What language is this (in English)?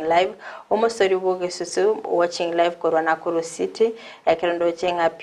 Gusii